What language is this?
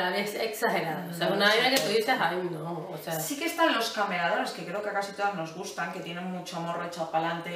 Spanish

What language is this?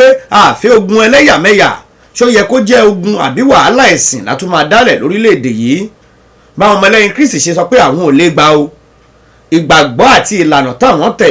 Yoruba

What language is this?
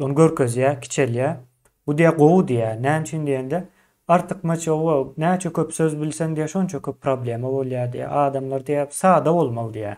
Turkmen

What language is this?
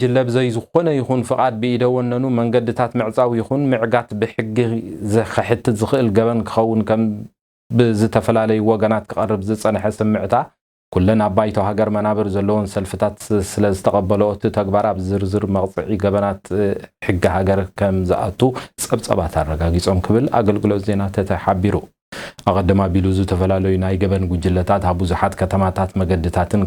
Tigrinya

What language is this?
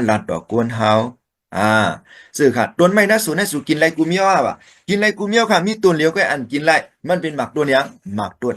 Shan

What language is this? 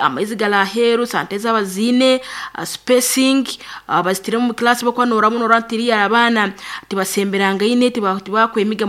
Nyankole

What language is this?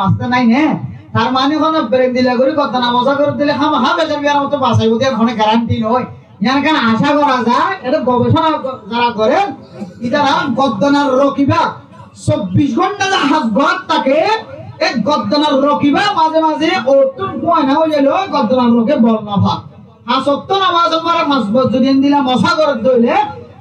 Rohingya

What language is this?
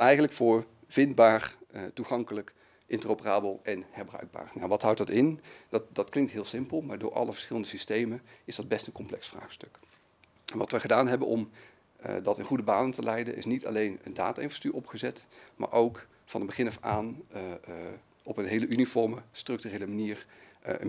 Dutch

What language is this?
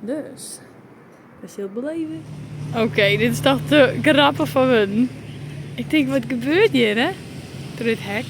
Western Frisian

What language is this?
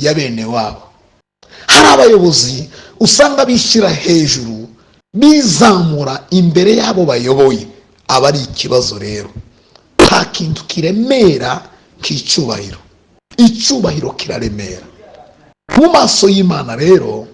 Kinyarwanda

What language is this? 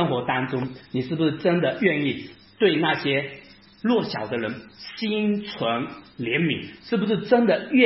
Chinese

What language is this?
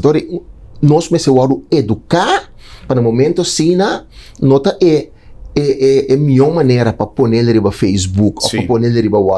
Papiamento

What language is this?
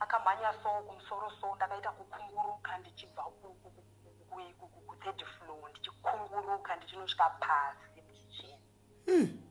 Shona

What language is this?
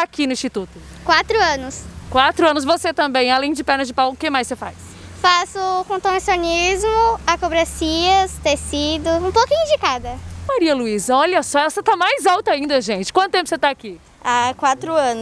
Portuguese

